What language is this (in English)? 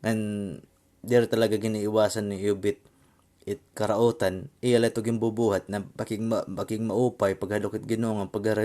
Waray